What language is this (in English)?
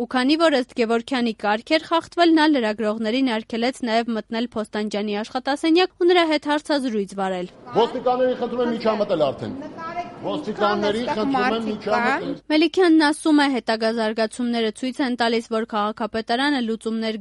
Armenian